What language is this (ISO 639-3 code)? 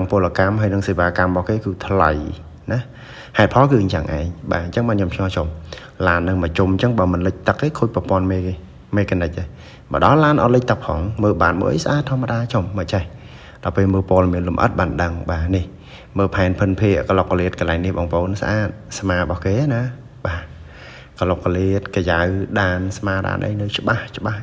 khm